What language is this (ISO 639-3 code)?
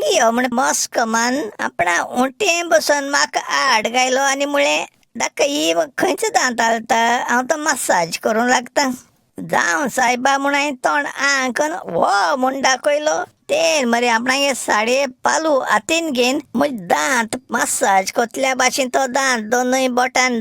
kok